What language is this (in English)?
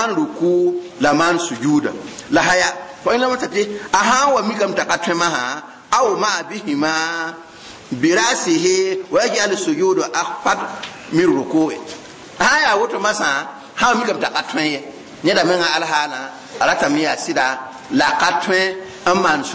Mossi